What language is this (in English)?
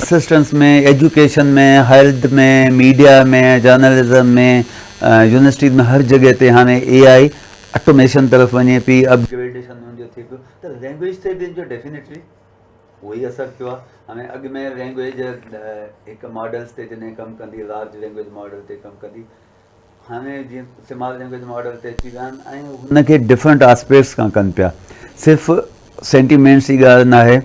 Sindhi